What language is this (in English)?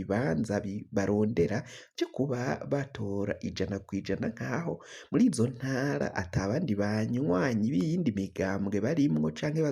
Rundi